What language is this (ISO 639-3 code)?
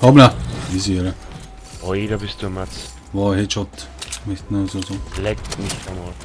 bar